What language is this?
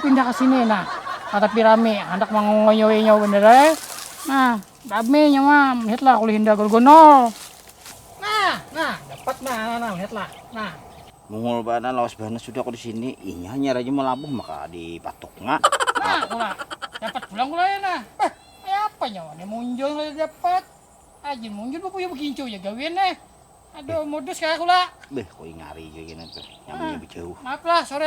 Banjar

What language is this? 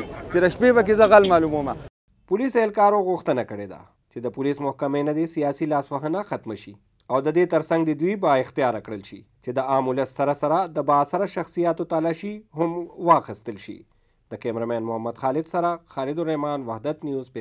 Pashto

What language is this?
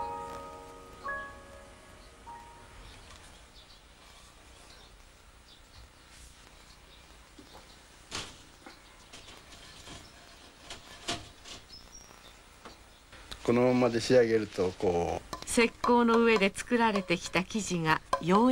Japanese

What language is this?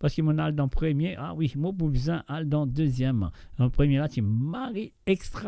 Morisyen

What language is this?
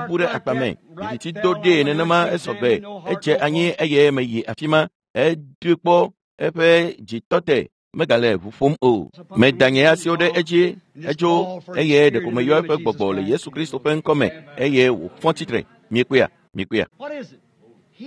Ewe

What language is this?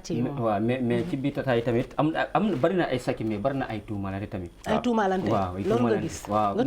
Wolof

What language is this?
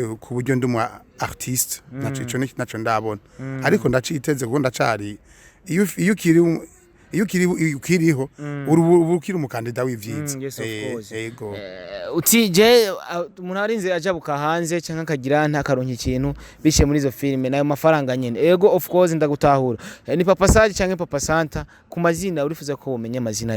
Rundi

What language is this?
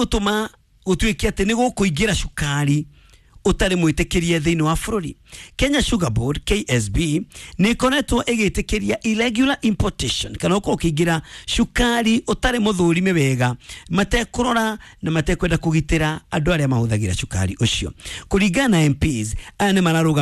Kikuyu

